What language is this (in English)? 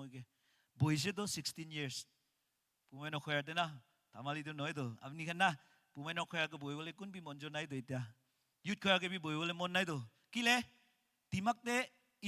Naga Pidgin